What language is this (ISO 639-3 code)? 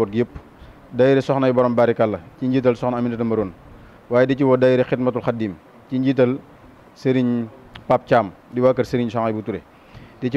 wol